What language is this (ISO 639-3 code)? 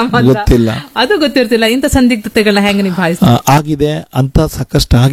kan